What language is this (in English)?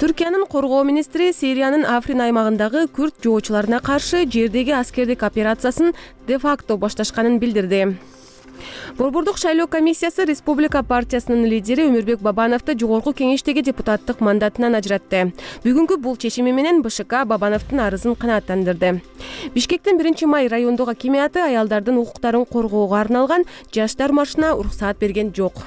Kyrgyz